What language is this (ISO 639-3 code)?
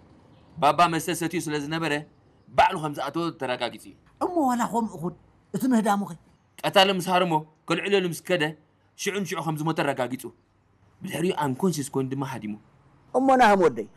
tir